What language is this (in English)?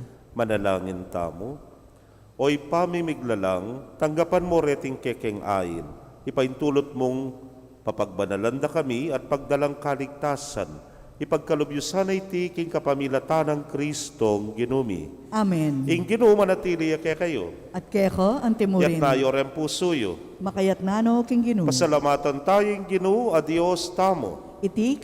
Pampanga